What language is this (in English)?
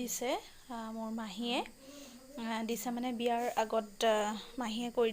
Assamese